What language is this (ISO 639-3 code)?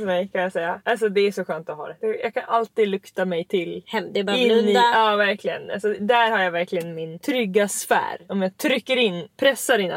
swe